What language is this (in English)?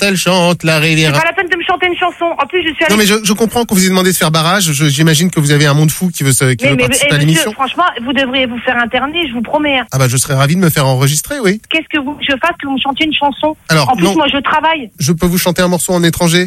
French